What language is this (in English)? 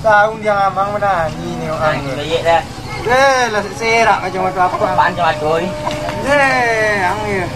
Minangkabau